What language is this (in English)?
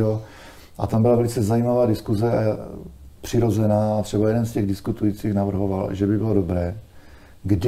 Czech